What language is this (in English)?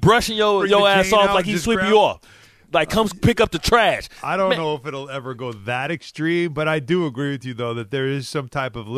English